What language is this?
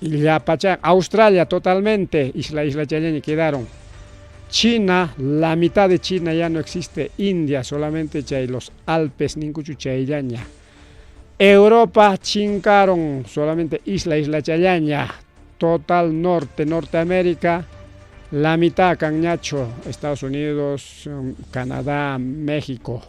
Ayacucho Quechua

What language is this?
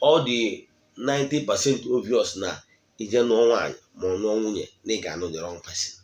Igbo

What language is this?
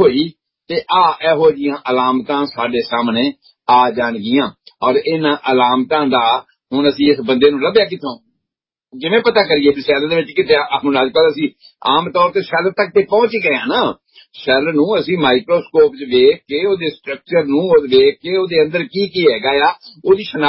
Punjabi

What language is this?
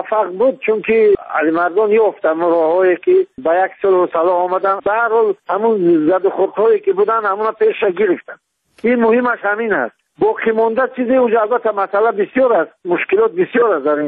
Tajik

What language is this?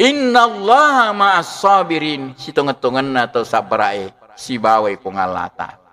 Buginese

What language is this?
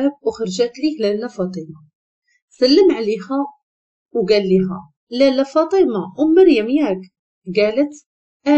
Moroccan Arabic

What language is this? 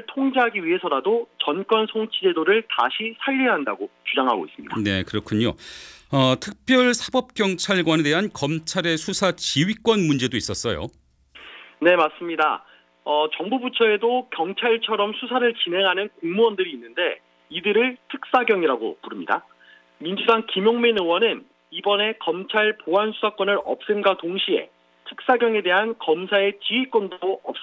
Korean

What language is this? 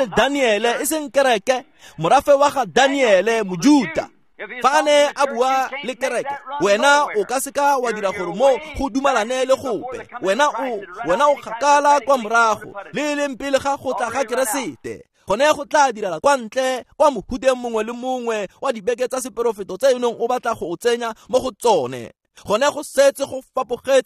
Tswana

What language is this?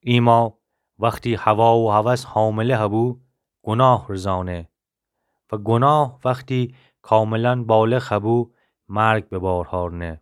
Gilaki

